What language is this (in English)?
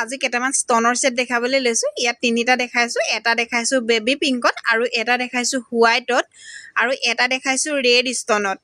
Assamese